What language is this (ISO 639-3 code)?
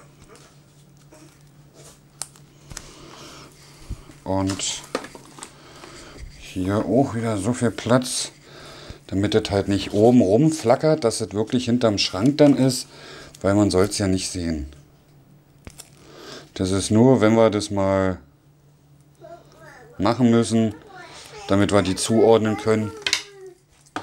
deu